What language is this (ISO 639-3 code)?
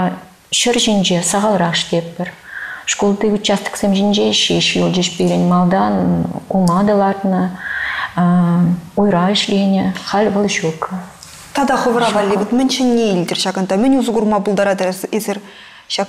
chv